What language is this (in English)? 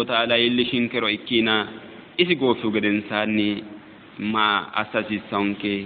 Sidamo